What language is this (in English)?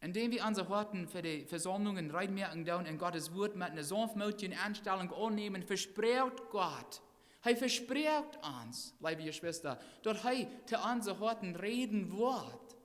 Plautdietsch